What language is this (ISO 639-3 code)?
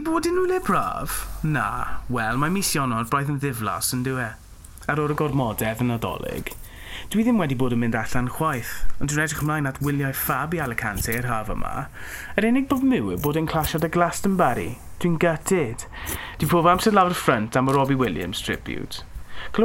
cym